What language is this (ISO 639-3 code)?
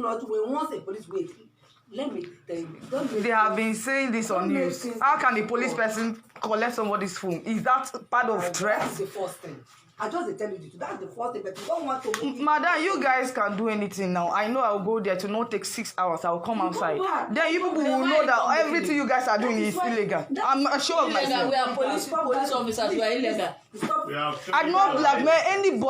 pcm